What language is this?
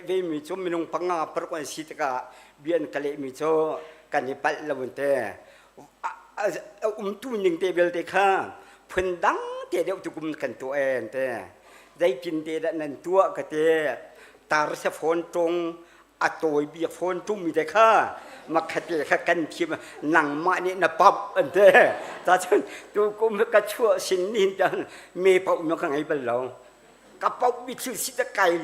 Hakha Chin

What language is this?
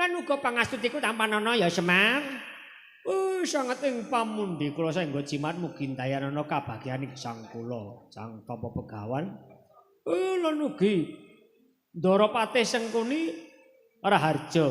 Javanese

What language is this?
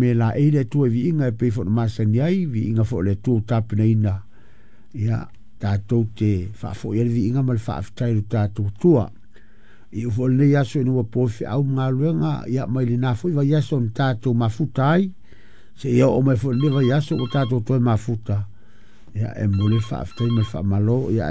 Samoan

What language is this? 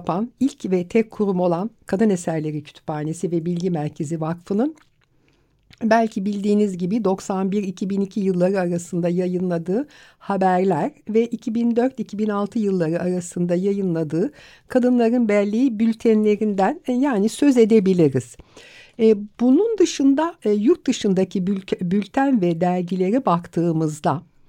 Turkish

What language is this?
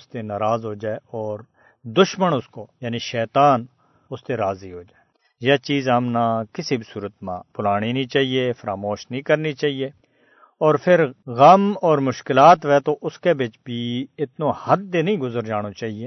Gujari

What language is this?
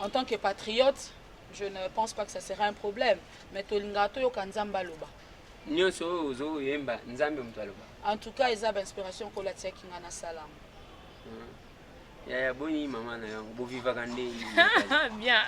Lingala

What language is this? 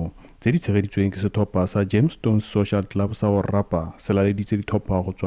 Tswana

